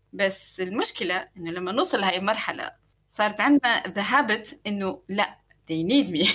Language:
North Levantine Arabic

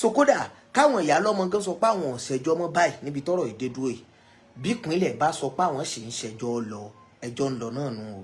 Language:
Yoruba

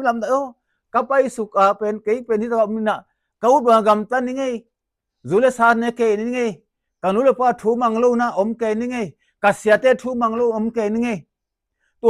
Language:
Tedim Chin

